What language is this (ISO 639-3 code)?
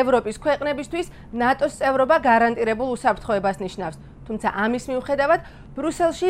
kat